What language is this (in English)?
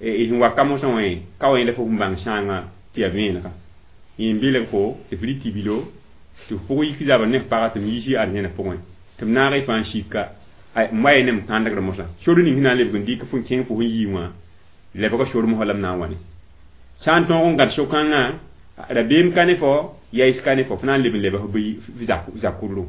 Mossi